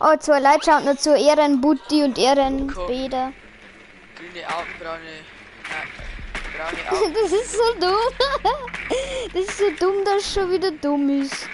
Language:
Bavarian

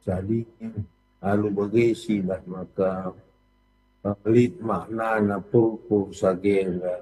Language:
Batak Karo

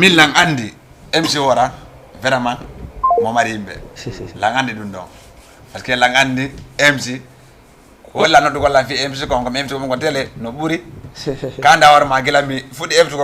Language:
Fula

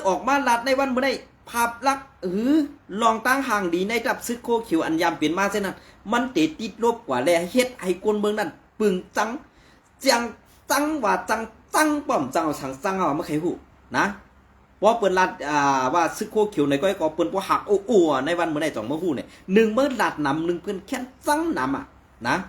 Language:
Shan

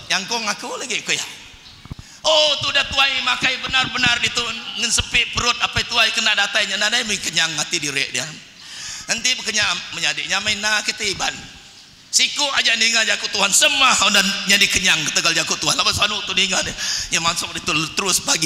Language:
Iban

